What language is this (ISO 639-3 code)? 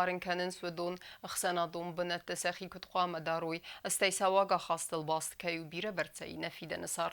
oss